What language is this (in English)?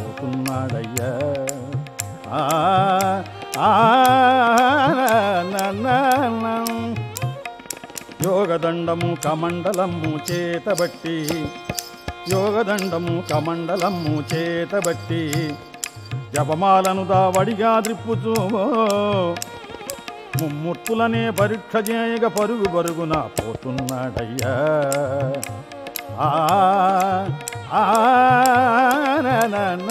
Telugu